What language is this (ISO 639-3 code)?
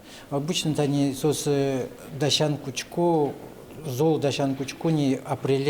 udm